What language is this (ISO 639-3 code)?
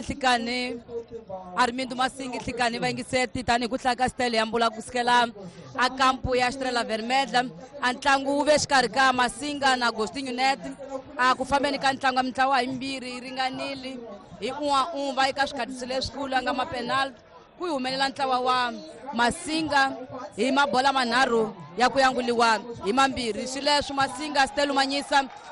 tso